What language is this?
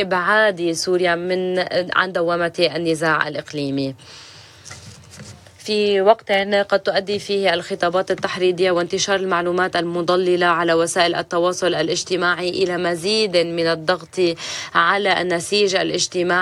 Arabic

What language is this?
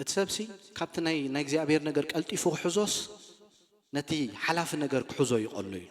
Tigrinya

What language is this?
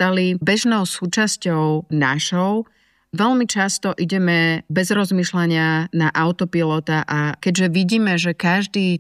Slovak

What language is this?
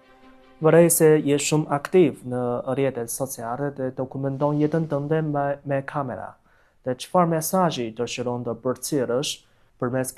Albanian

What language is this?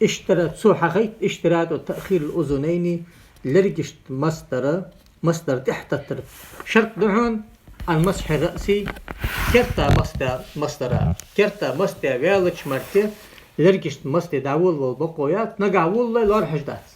Ingush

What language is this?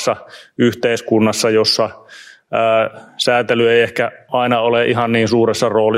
Finnish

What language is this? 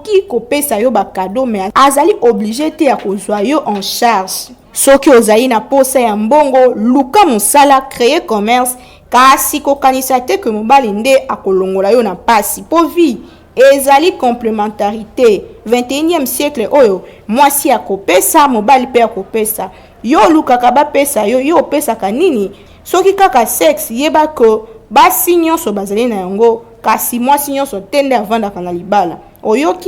Lingala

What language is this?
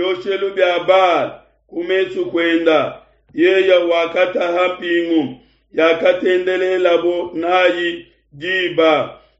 Luba-Lulua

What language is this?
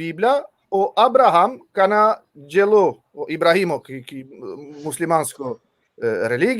Balkan Romani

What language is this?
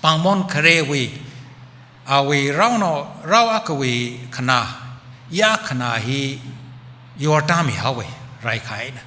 Tangkhul Naga (India)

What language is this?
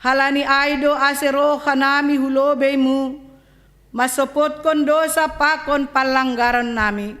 Batak Simalungun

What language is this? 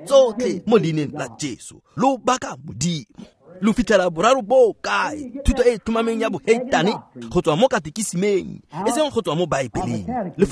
Tswana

